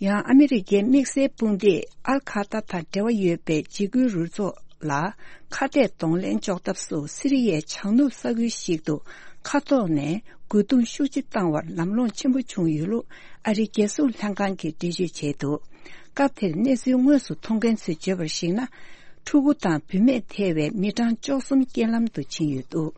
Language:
Tibetan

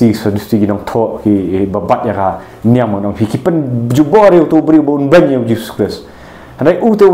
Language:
Khasi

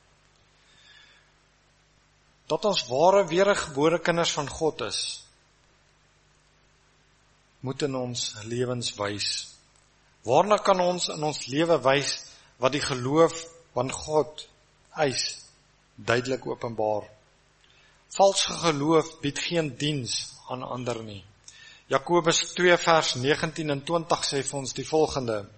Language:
Afrikaans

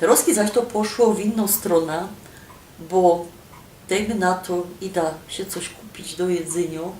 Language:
Silesian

